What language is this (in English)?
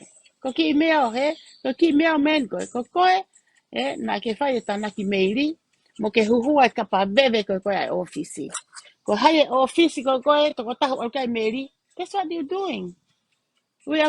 Tongan